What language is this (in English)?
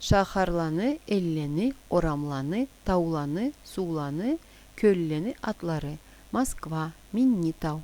Karachay-Balkar